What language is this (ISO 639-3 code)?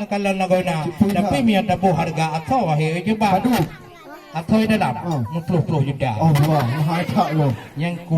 ace